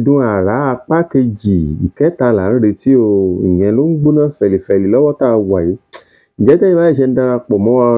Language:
Yoruba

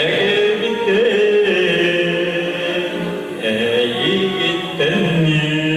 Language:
Yakut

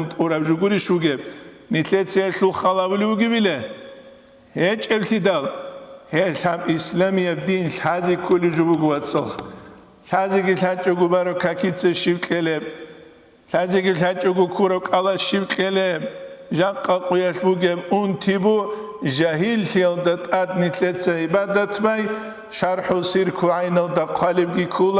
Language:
Avaric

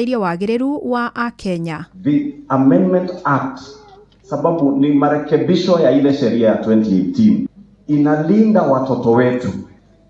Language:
Kikuyu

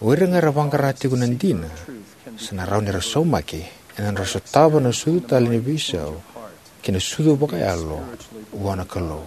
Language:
Fijian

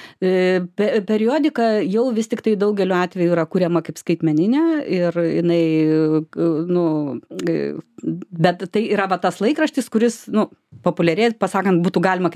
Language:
Lithuanian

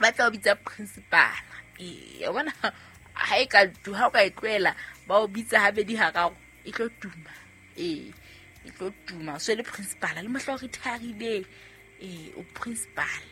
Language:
Southern Sotho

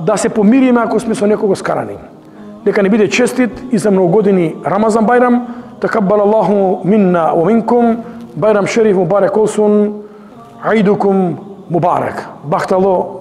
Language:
Macedonian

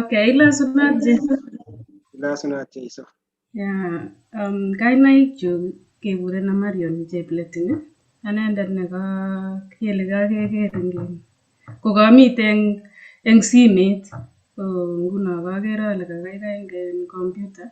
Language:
Kalenjin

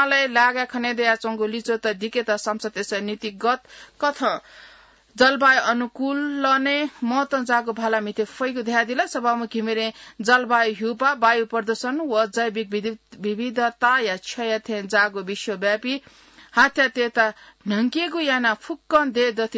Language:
Newari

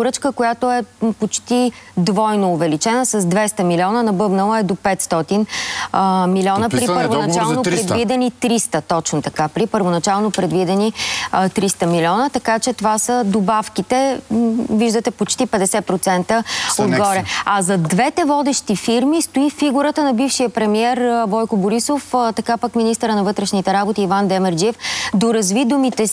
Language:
Bulgarian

